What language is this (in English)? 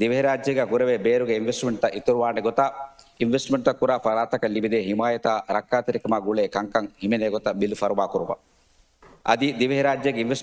Divehi